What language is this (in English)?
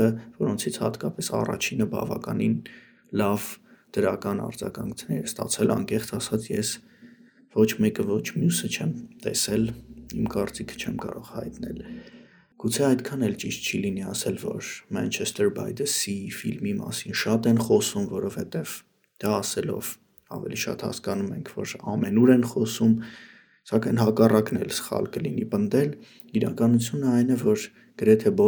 Armenian